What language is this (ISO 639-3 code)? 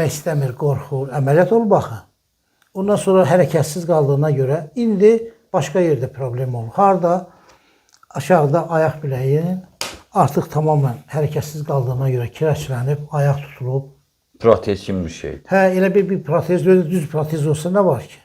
aze